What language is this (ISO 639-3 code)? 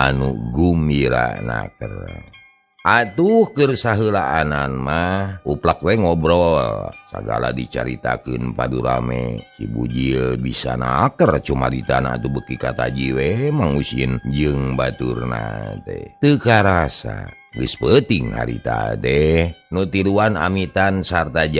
sun